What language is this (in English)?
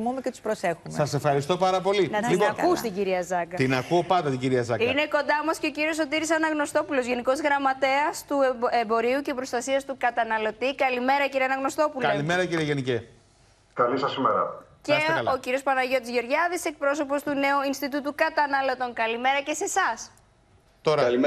Greek